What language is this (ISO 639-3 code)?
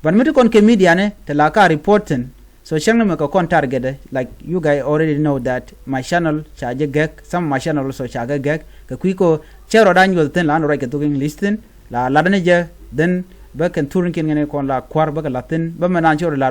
nus